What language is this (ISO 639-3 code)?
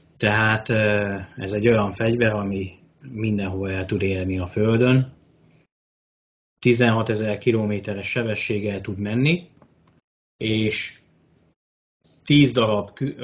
hun